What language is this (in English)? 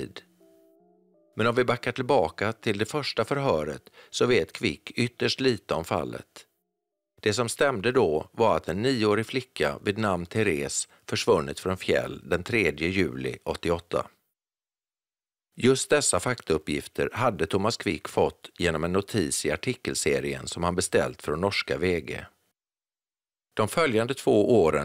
Swedish